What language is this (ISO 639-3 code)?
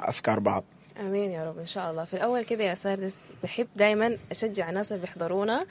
apd